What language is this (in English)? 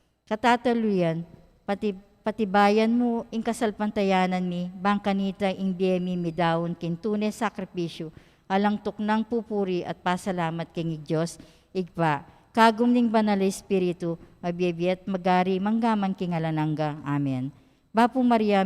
Pampanga